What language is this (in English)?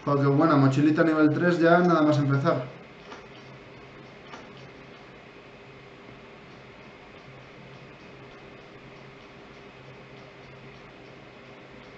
Spanish